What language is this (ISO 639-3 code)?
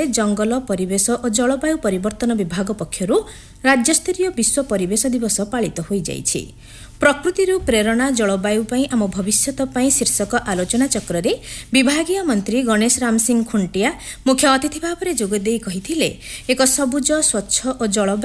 ori